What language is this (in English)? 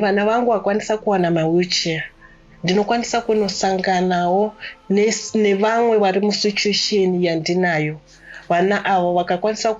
Shona